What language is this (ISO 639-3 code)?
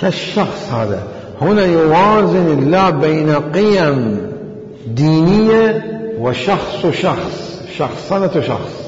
acm